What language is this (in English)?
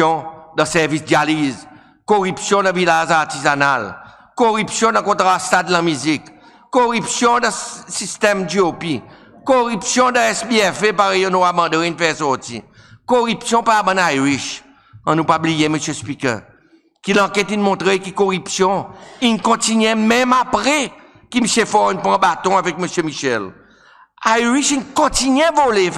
Seselwa Creole French